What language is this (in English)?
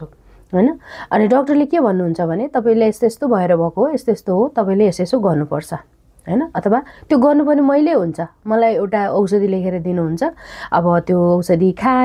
Nepali